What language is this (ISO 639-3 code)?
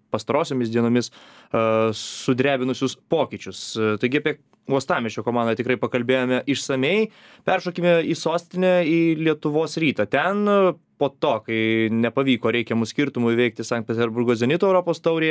lit